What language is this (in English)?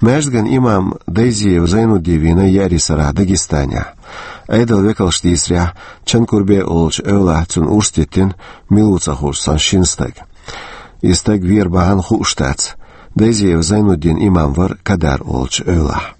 Chechen